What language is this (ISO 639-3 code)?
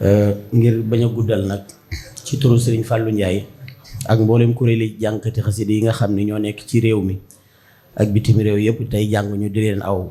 wol